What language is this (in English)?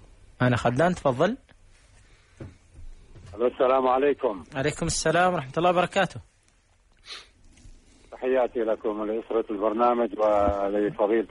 Arabic